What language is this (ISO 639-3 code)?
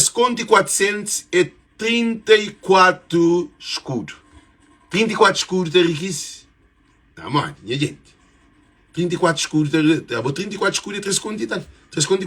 kea